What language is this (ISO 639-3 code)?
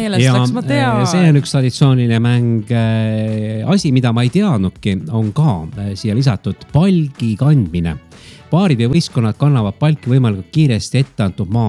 est